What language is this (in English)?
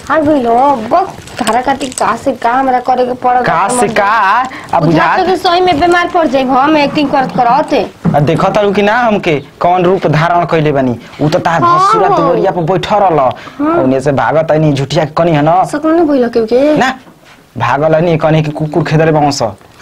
Bhojpuri